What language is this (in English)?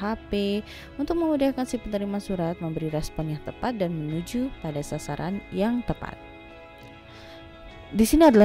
Indonesian